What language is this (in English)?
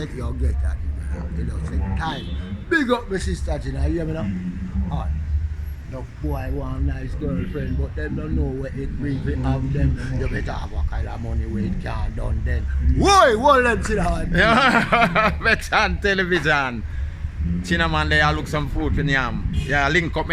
Jamaican Creole English